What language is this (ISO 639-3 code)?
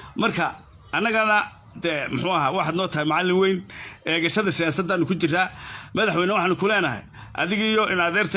som